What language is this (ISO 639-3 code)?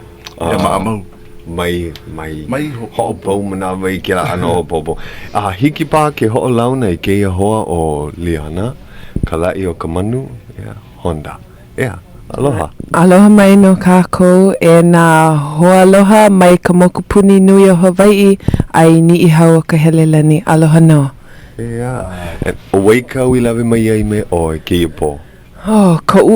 haw